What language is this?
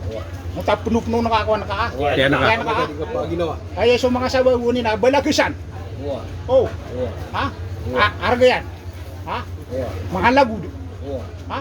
Maranao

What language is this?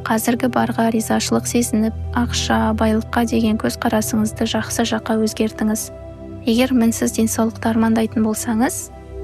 Kazakh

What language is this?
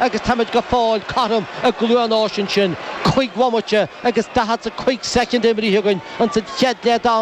Irish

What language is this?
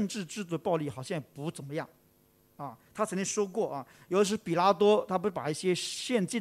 Chinese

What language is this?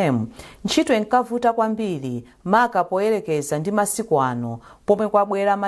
Nyanja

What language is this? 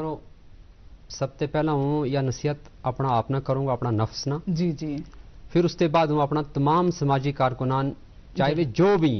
Gujari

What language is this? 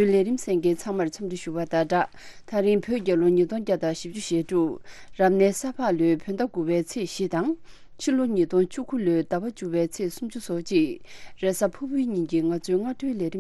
Tibetan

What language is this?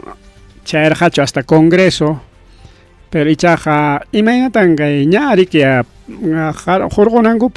Ayacucho Quechua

